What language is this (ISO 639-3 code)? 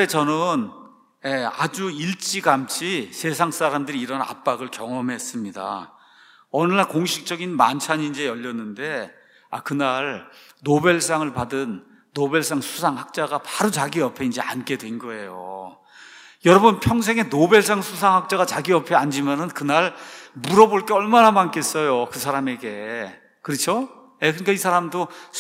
kor